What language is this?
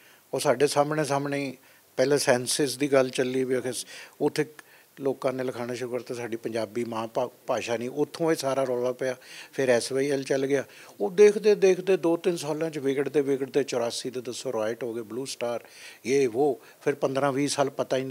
Punjabi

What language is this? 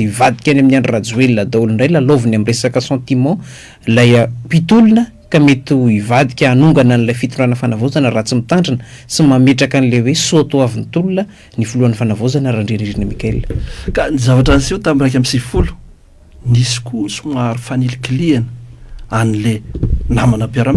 Malagasy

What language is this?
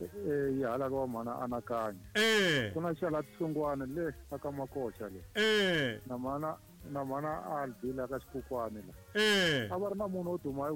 Tsonga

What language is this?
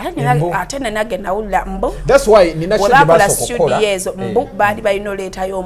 Ganda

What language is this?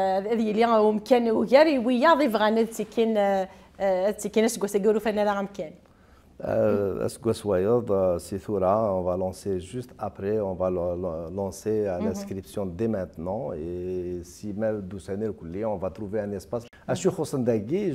Kabyle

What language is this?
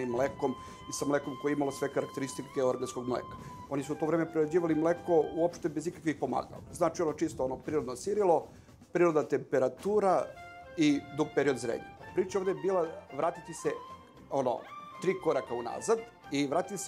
Serbian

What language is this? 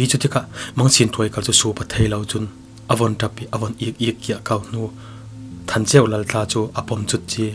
Falam Chin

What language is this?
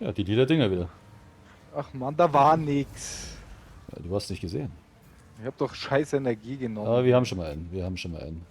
Bavarian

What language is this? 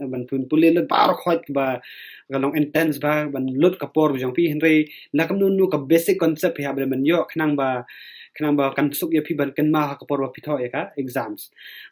Khasi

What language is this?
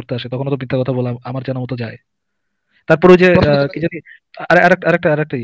Bangla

